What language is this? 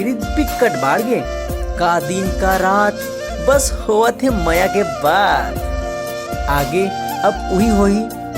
Chhattisgarhi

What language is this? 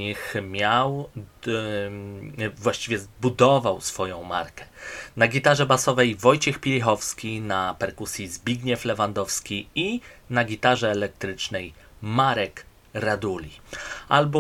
Polish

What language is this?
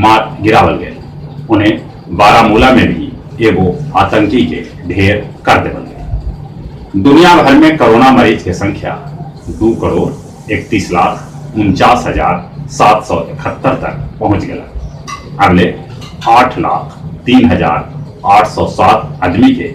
Magahi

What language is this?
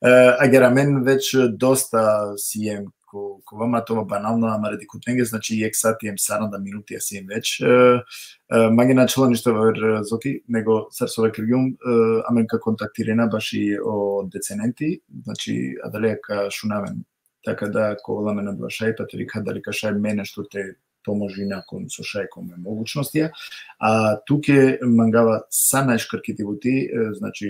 Balkan Romani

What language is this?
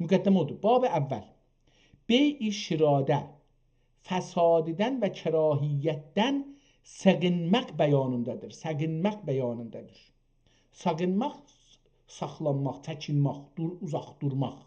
South Azerbaijani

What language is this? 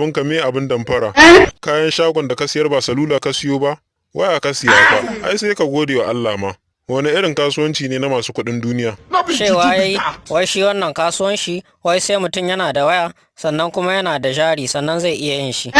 Hausa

